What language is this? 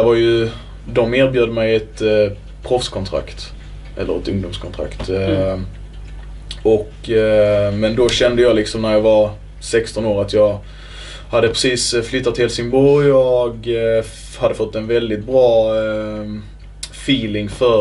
Swedish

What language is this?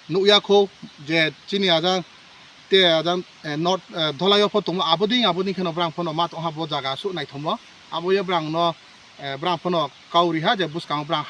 Kok Borok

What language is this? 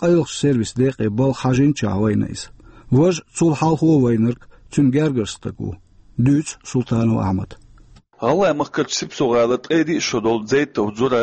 Chechen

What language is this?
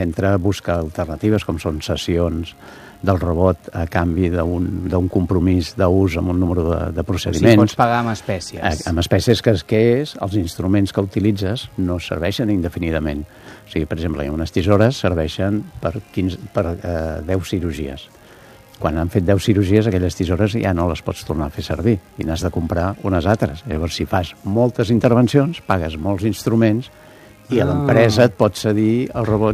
Catalan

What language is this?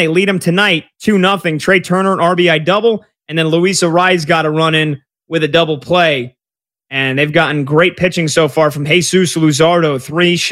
English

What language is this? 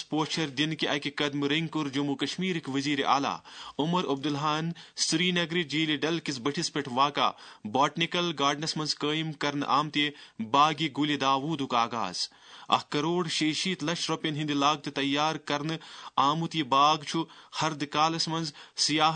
Kashmiri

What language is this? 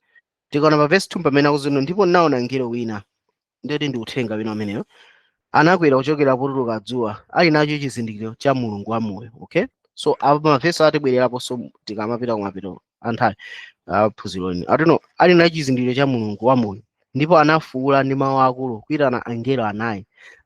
Nyanja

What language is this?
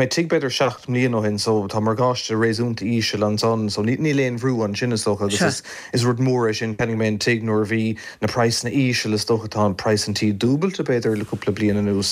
Irish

